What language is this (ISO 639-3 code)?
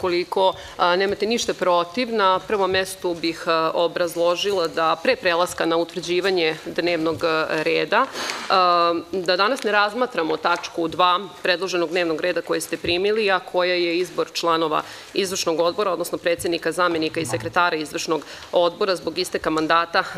srp